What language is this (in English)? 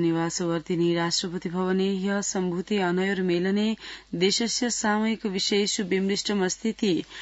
Sanskrit